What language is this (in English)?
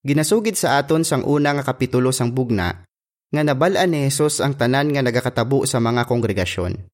Hiligaynon